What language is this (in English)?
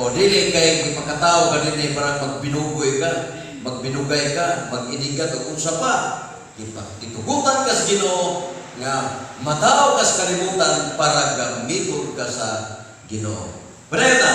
Cebuano